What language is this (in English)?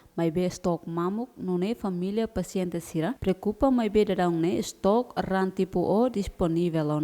Tetum